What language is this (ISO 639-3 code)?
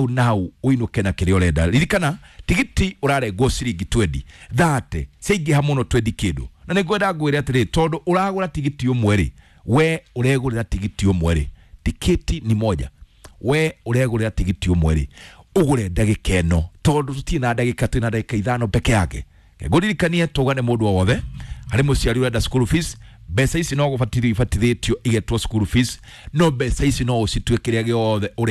kik